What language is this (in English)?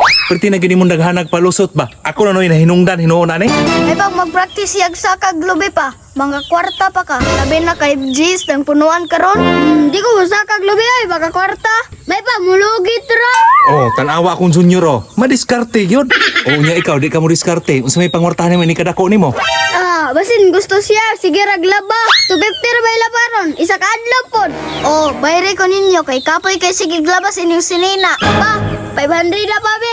Cebuano